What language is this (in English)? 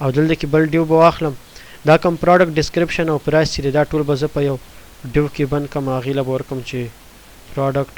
Pashto